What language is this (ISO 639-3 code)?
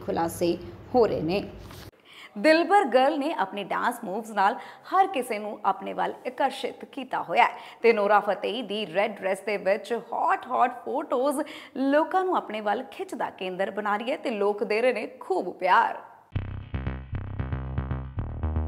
pan